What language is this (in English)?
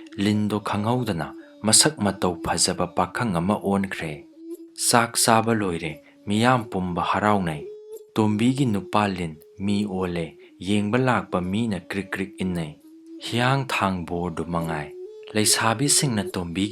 Manipuri